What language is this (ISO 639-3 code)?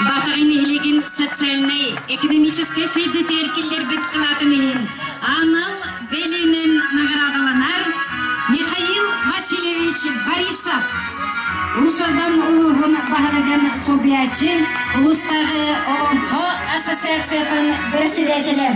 sah